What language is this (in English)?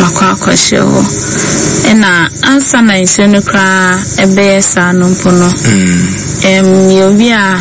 Akan